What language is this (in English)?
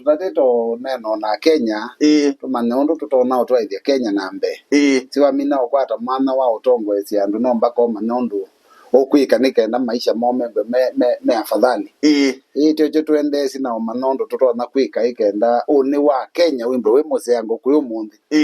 Kamba